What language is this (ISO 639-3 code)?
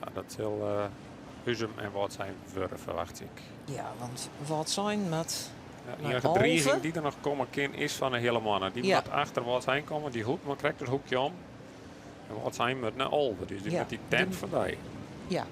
fry